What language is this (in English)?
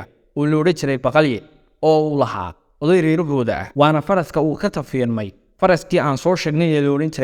Somali